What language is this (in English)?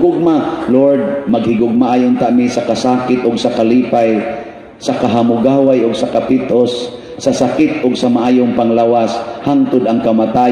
Cebuano